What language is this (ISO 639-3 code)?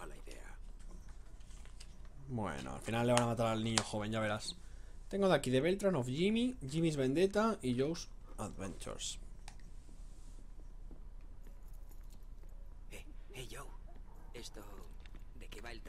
spa